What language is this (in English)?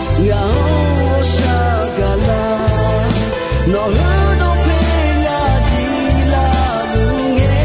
Akha